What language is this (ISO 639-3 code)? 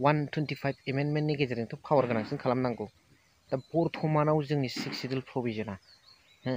brx